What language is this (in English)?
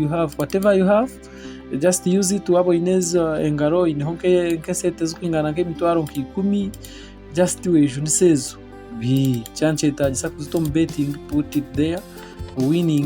Nyankole